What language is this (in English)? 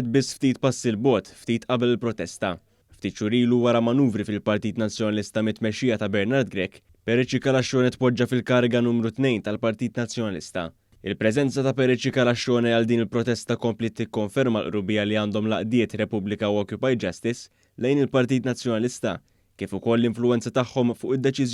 Maltese